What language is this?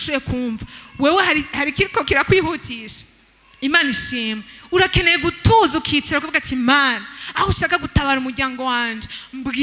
Rundi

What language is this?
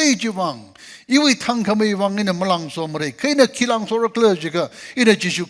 Tangkhul Naga (India)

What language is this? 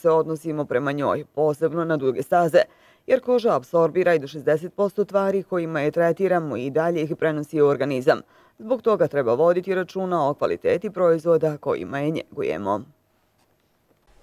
Bosnian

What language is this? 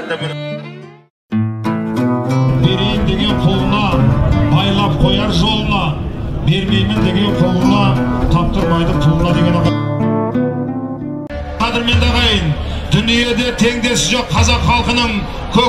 Kazakh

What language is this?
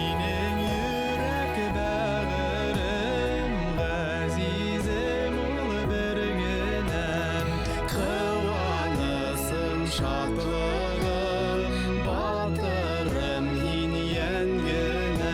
Bashkir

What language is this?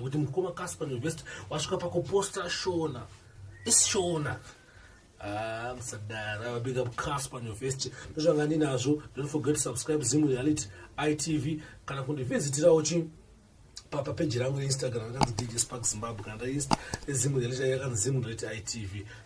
Shona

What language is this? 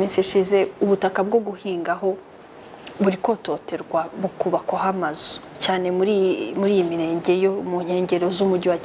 Kinyarwanda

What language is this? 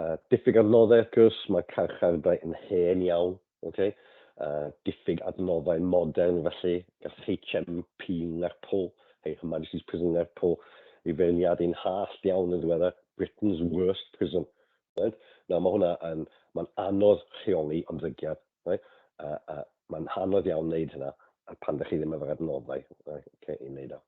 Welsh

